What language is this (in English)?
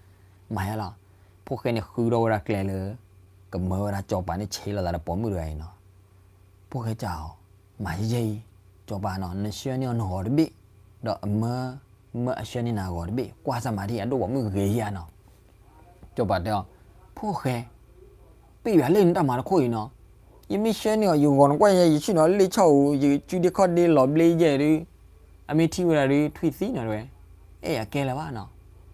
S'gaw Karen